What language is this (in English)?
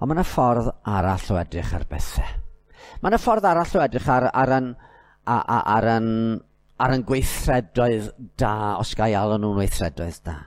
Welsh